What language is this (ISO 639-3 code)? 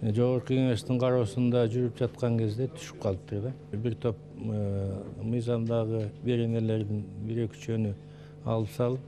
kir